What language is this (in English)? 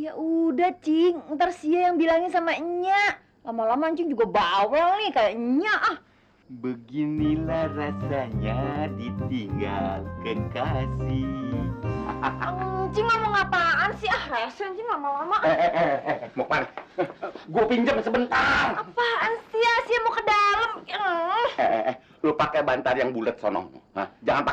Betawi